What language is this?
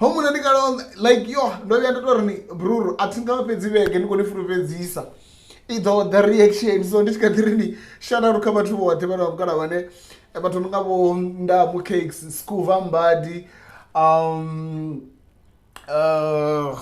Venda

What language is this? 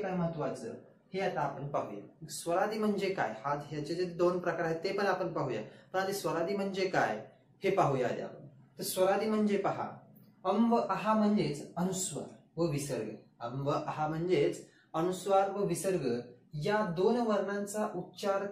Marathi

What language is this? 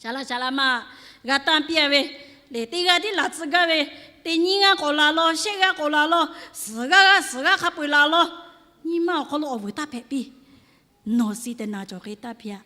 Lahu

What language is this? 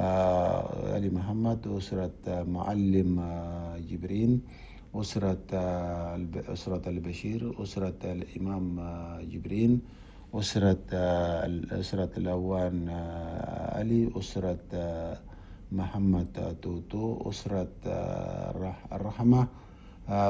Chadian Arabic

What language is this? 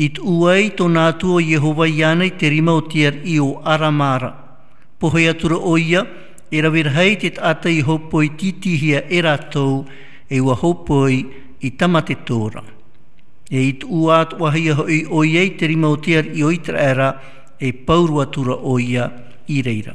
Tahitian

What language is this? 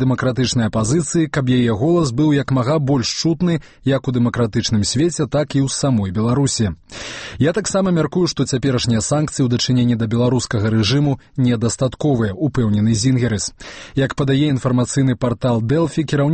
Belarusian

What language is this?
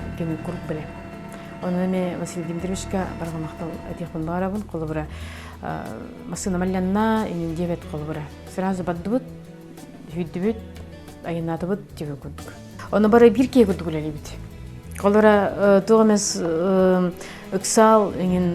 Yakut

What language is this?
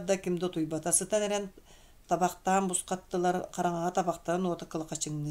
Yakut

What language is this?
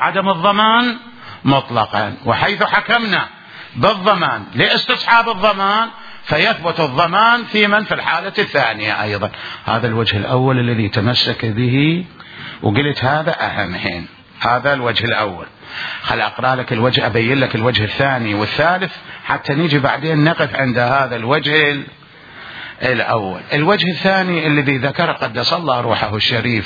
Mesopotamian Arabic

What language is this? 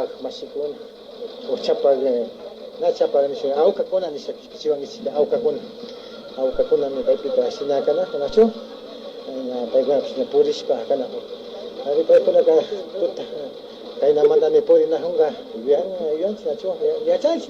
Imbabura Highland Quichua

